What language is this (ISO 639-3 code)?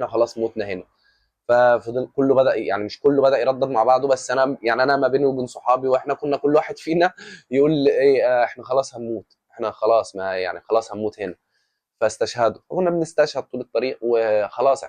arz